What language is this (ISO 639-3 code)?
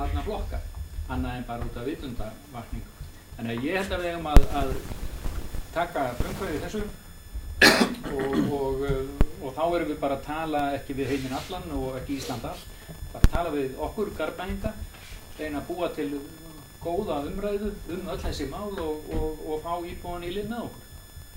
isl